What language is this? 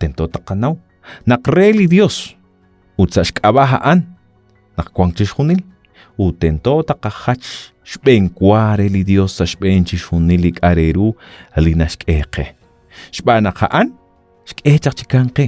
Kekchí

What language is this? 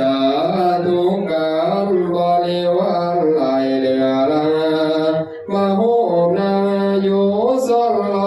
Northeastern Thai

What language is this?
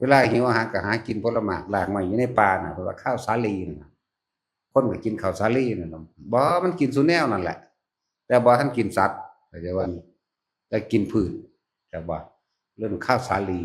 Northeastern Thai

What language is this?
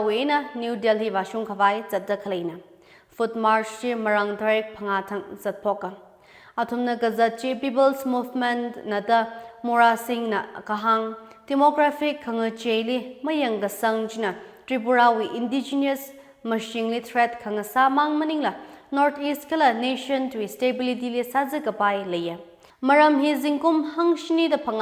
Tangkhul Naga (India)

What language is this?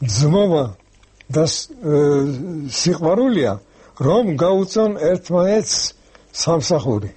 Georgian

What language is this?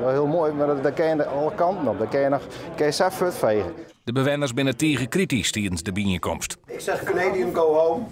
Western Frisian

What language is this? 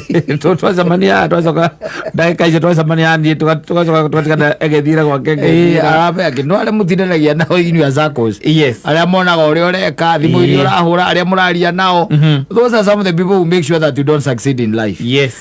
Kikuyu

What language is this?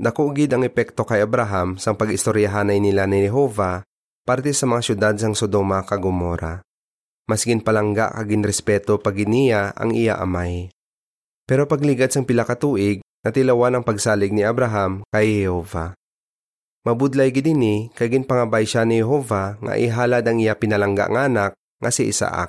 Hiligaynon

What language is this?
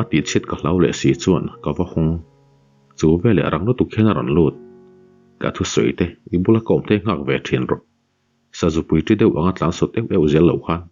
Mizo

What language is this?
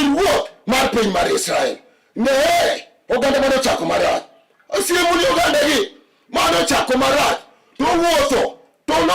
Luo (Kenya and Tanzania)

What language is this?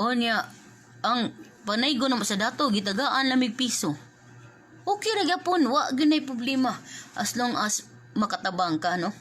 Cebuano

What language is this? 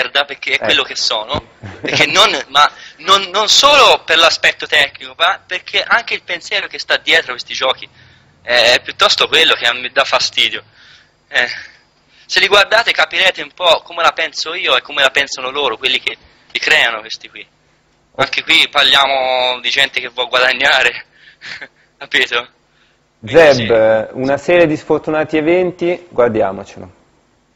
Italian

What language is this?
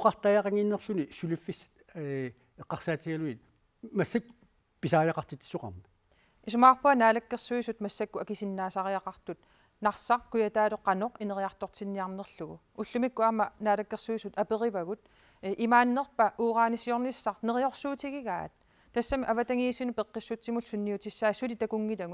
Kalaallisut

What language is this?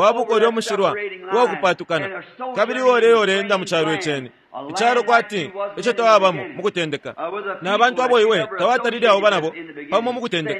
Bemba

